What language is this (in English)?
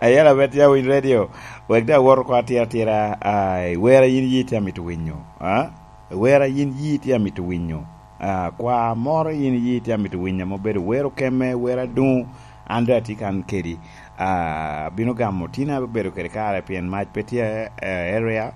Lango (Uganda)